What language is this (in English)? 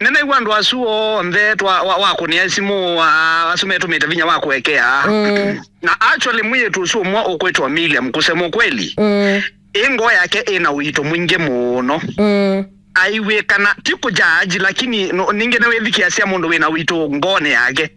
Kamba